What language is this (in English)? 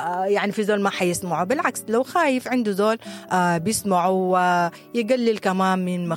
Sudanese Arabic